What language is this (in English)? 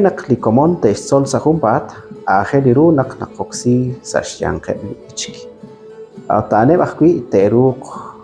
Kekchí